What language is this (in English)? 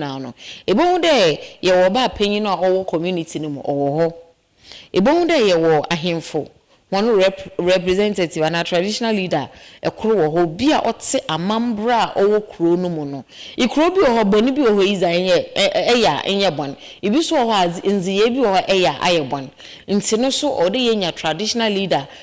Akan